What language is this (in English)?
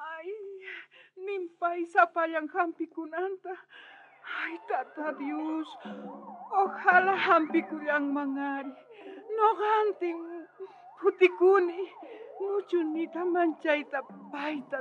South Bolivian Quechua